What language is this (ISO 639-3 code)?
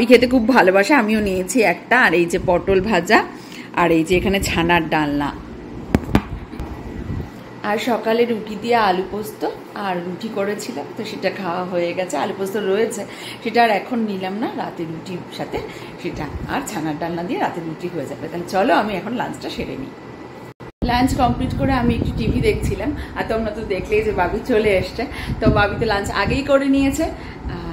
ben